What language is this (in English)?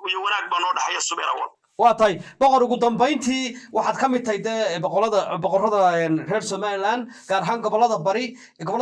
Somali